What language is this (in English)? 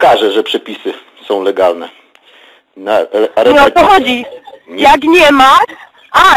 Polish